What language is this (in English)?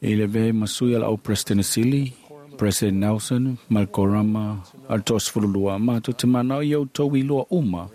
Samoan